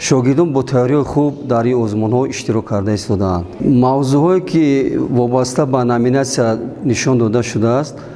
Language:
Tajik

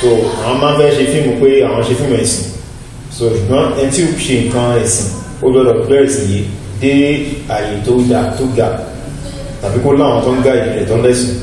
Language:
Yoruba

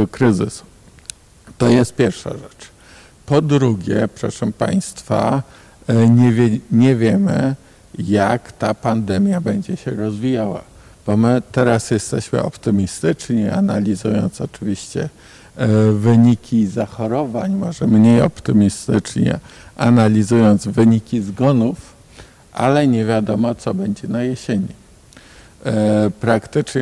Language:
Polish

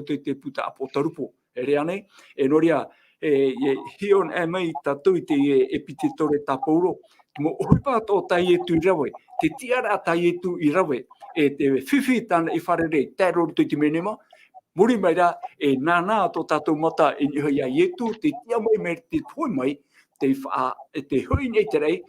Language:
Tahitian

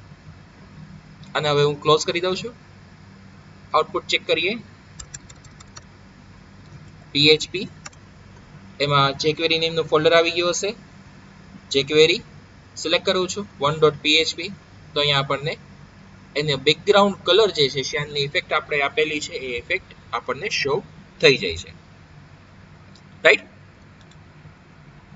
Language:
Gujarati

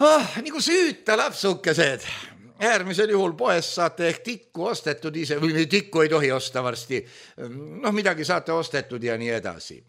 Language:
Estonian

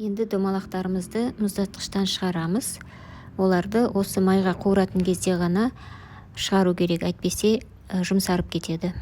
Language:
Kazakh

